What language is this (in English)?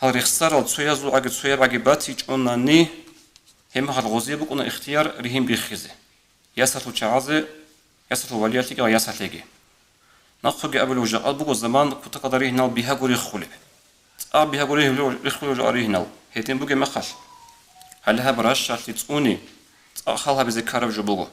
Avaric